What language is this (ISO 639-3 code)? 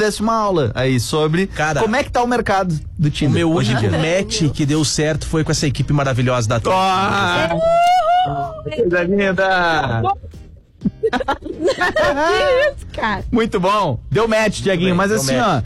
por